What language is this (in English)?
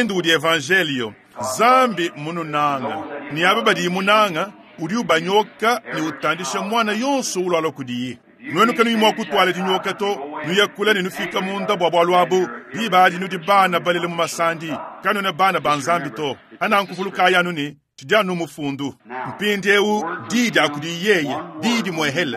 Luba-Lulua